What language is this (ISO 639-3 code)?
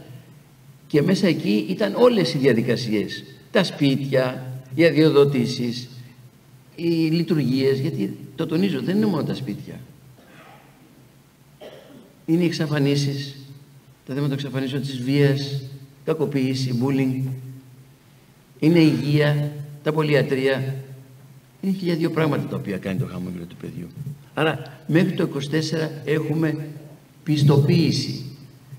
ell